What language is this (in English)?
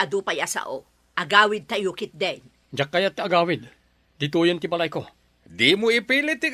Iloko